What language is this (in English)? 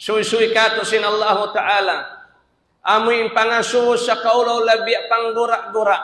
Tausug